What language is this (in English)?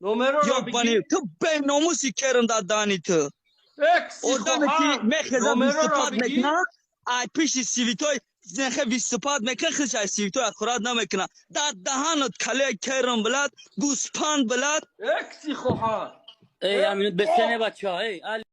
Tajik